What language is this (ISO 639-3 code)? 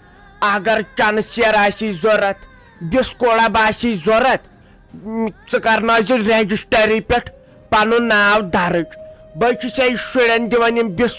kas